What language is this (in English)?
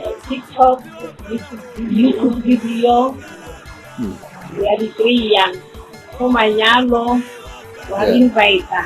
Tswana